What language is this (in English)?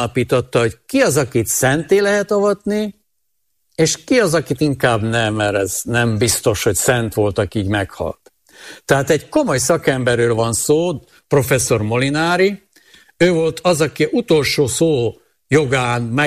Hungarian